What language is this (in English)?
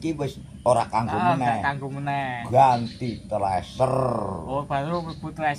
Javanese